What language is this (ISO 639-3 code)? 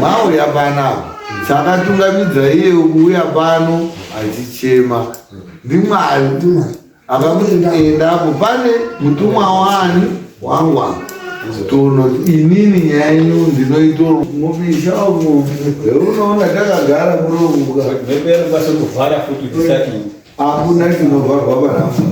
sna